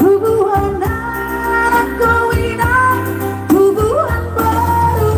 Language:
Batak Toba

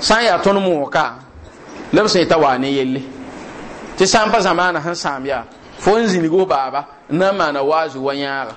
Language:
Mossi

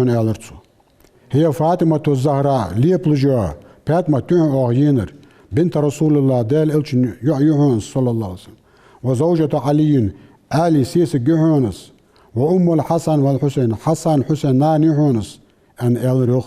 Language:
Ingush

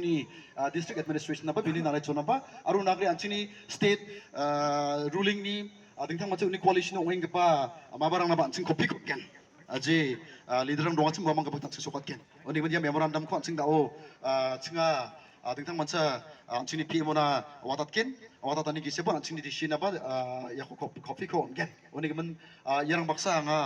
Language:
Garo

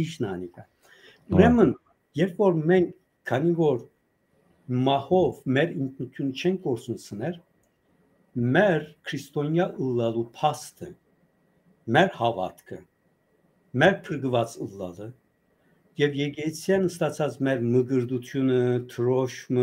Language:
Western Armenian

